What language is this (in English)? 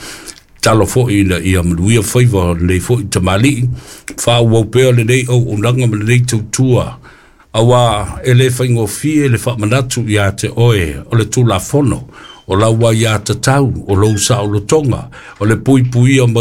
Samoan